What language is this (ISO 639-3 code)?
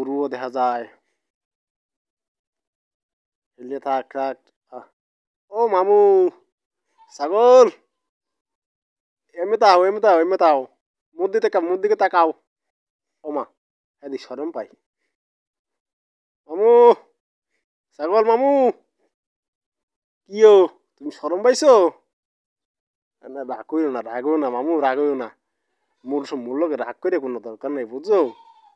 ben